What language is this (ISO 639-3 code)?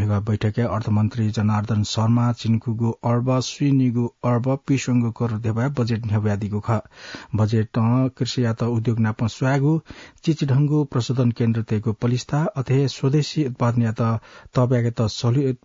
new